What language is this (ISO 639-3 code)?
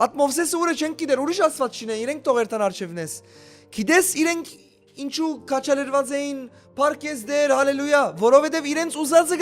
hyw